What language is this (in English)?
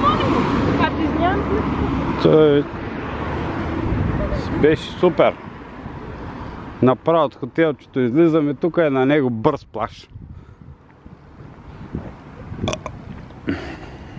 Bulgarian